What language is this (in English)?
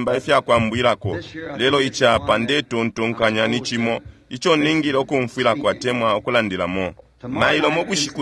Bemba